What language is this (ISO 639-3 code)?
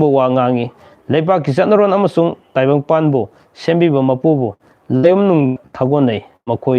mni